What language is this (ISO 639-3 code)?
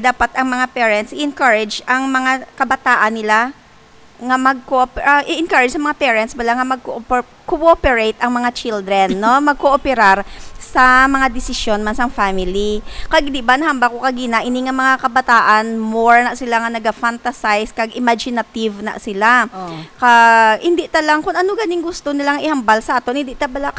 hil